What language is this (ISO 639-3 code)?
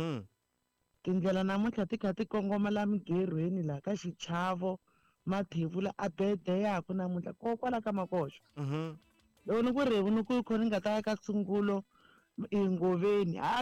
tso